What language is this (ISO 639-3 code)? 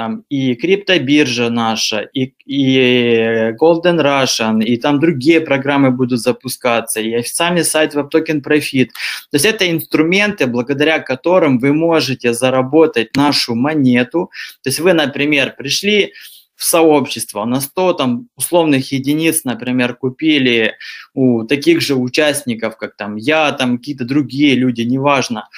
rus